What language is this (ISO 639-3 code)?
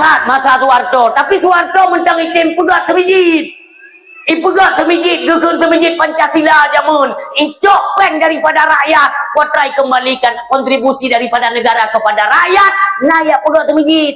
ace